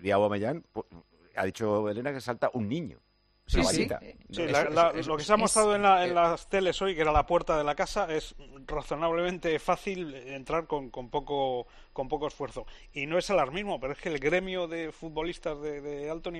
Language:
Spanish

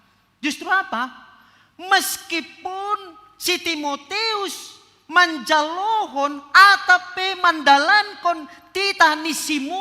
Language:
Batak Simalungun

